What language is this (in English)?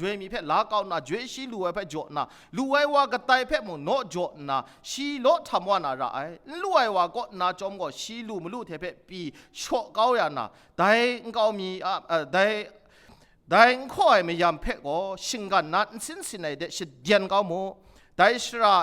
Kachin